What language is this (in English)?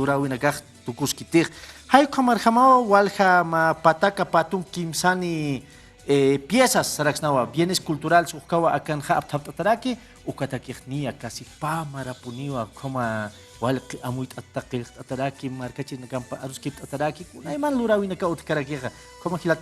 Aymara